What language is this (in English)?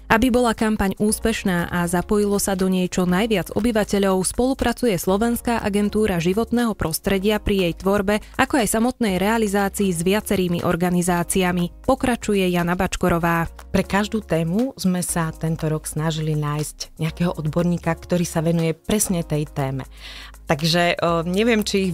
Slovak